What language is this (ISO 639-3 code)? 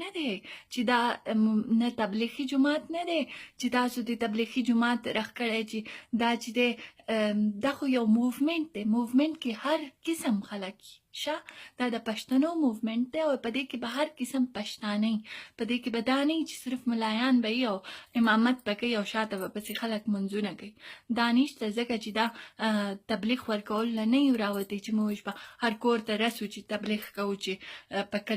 pus